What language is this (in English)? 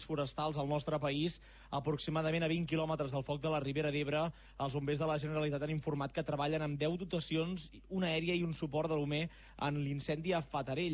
Catalan